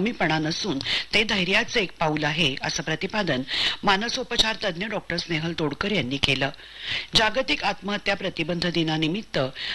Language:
Marathi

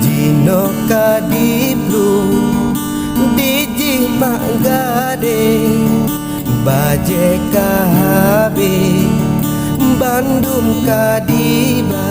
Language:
Achinese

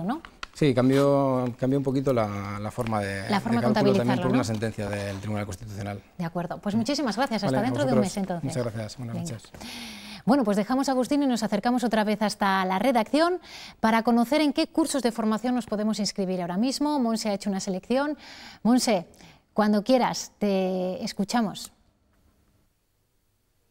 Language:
Spanish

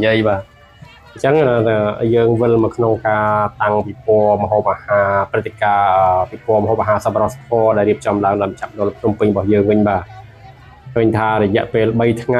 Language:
Khmer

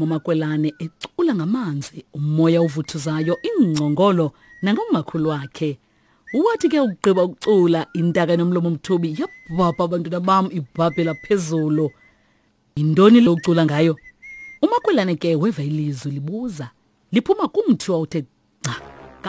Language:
Xhosa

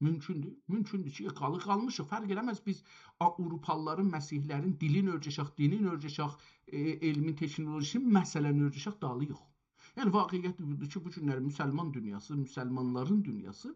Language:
South Azerbaijani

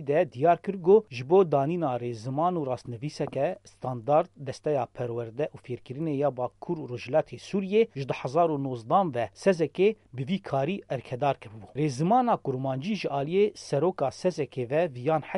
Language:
Kurdish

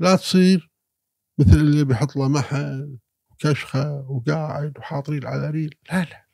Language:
Gulf Arabic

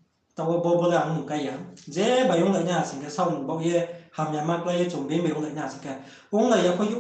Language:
Riang (India)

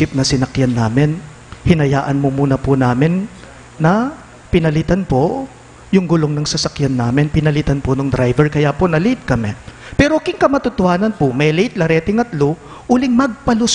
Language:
Pampanga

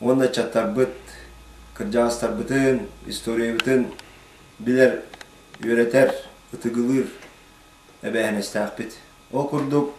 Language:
Yakut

